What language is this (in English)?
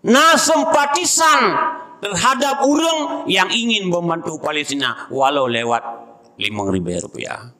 Achinese